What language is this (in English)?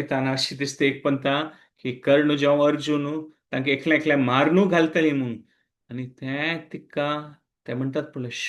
Konkani